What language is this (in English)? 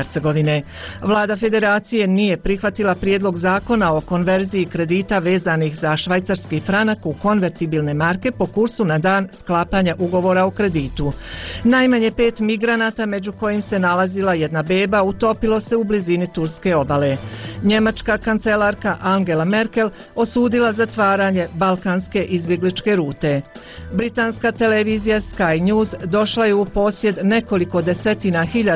Bosnian